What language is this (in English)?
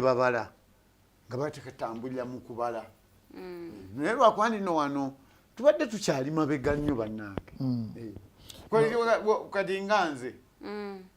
Ganda